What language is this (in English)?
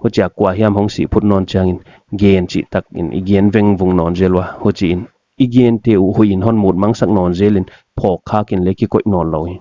Paite Chin